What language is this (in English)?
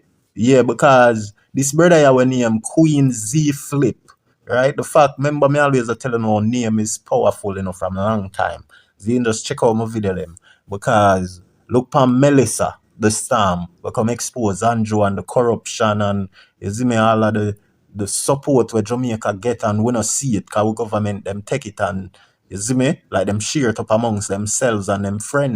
Jamaican Creole English